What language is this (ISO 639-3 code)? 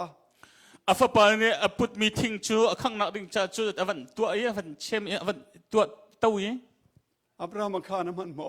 cnh